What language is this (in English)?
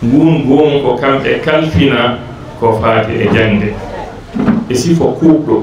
Fula